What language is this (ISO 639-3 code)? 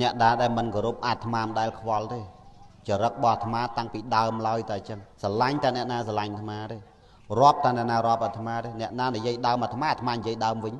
khm